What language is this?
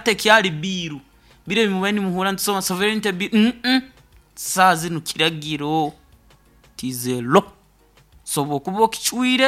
Nyoro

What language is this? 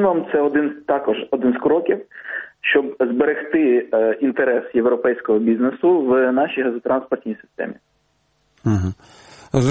Ukrainian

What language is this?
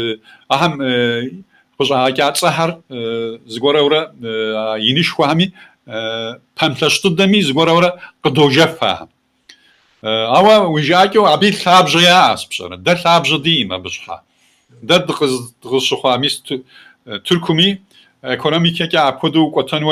Kabardian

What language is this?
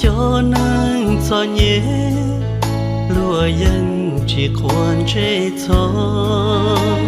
Hmong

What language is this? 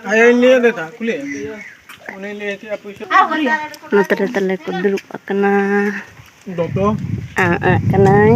Santali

